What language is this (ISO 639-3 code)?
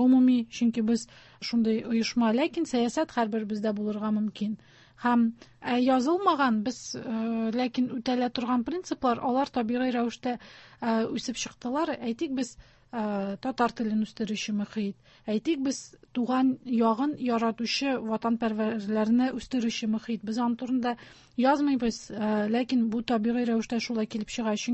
tat